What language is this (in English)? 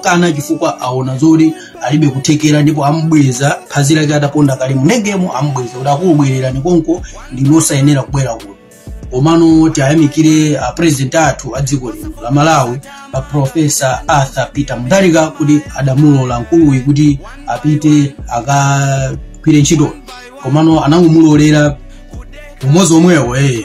Nyanja